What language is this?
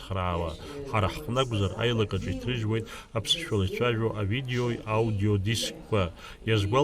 Abkhazian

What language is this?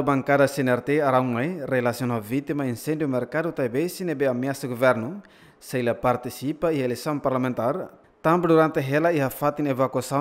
Tetum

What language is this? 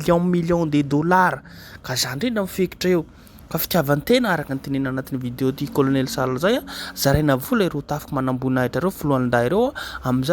Malagasy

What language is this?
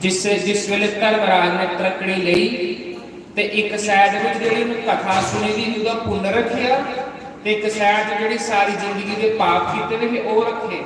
Dogri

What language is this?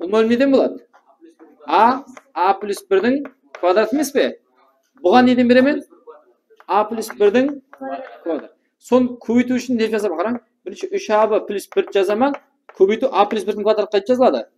Kara-Kalpak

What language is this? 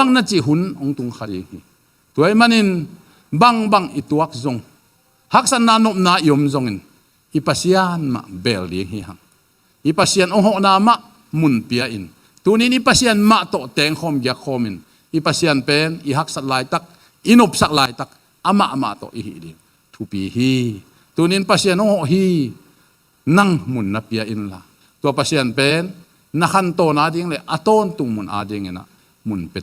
Tedim Chin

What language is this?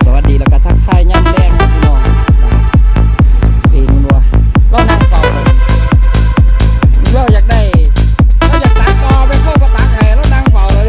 Lao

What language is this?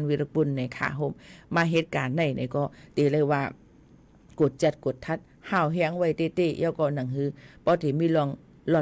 Shan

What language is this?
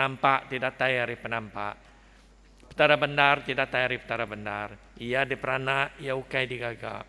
Iban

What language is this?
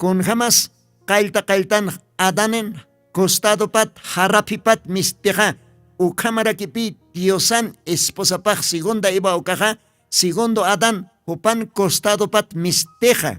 Aymara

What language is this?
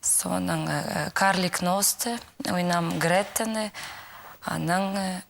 Khakas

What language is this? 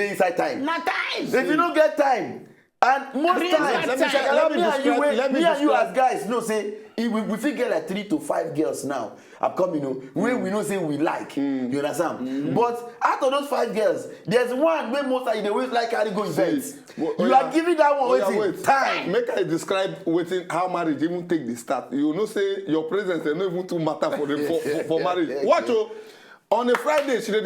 Nigerian Pidgin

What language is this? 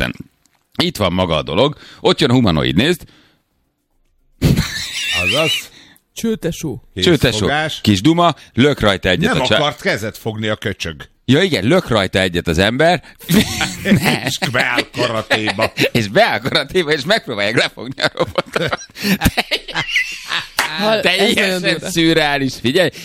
Hungarian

